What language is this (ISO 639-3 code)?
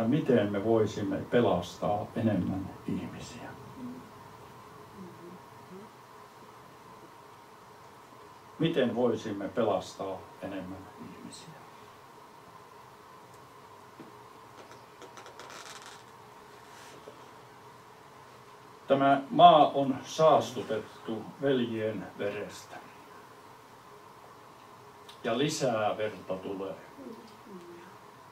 fin